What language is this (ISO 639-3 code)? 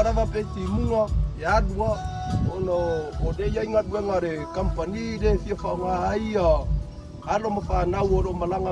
smo